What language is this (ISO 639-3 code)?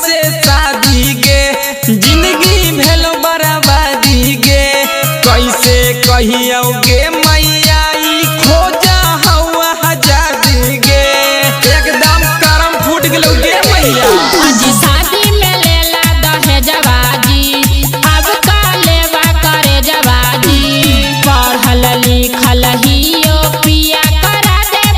mag